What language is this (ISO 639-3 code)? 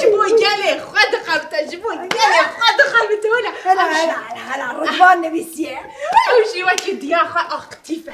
kur